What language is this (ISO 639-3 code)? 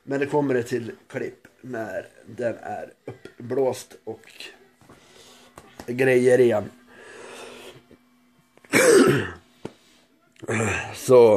swe